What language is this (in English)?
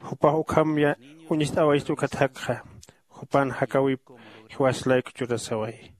Aymara